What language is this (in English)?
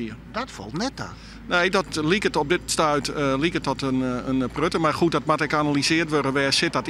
Western Frisian